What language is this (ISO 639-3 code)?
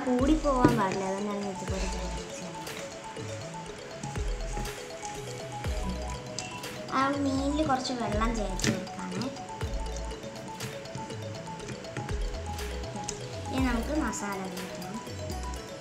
mal